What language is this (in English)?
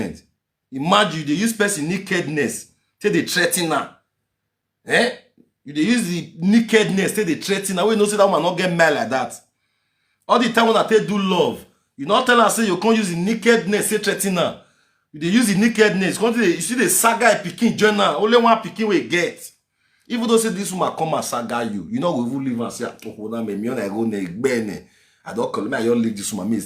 Nigerian Pidgin